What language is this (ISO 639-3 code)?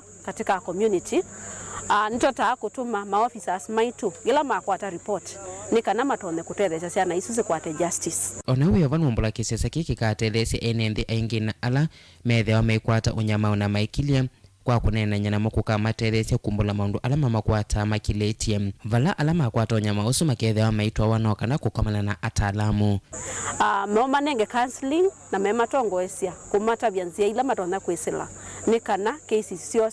kam